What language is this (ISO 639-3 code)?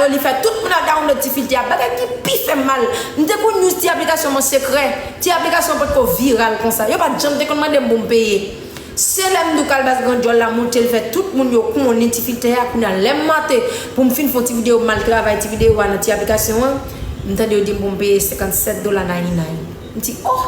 hat